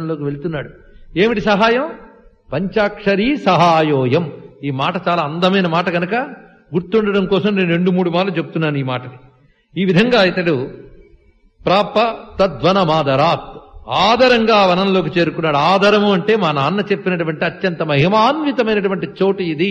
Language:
Telugu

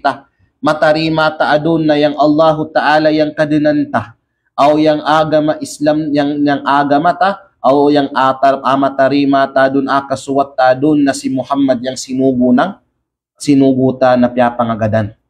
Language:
Kalagan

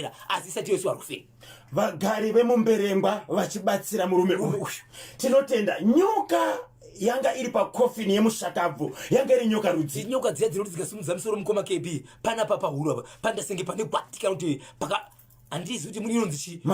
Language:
Shona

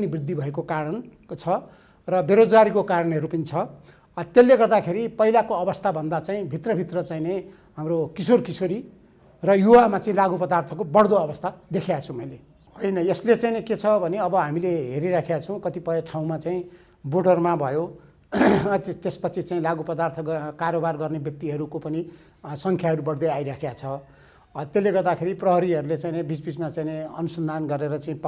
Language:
Nepali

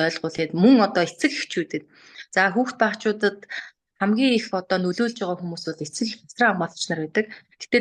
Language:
Mongolian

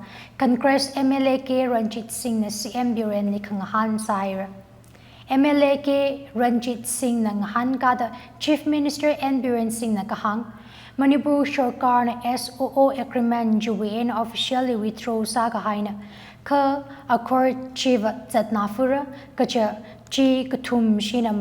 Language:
Tangkhul Naga (India)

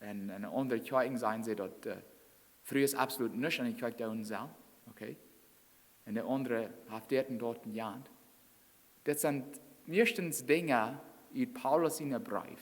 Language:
Plautdietsch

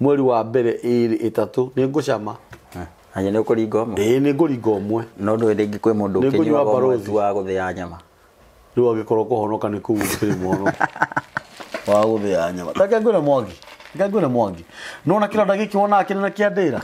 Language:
Kikuyu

